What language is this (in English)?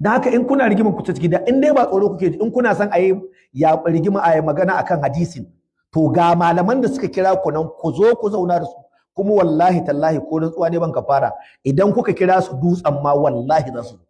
Hausa